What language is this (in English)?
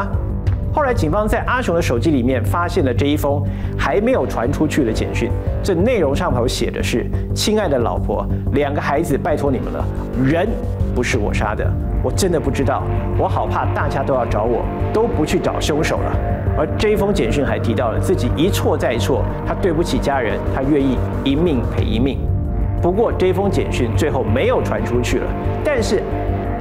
Chinese